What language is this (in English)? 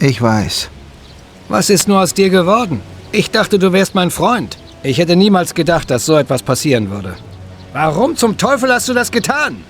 Bavarian